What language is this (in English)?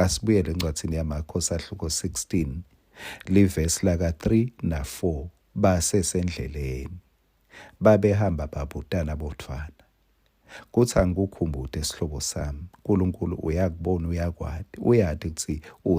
Swati